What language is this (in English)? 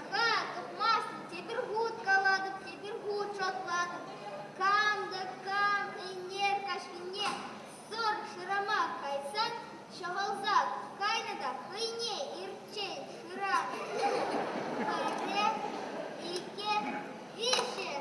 Chuvash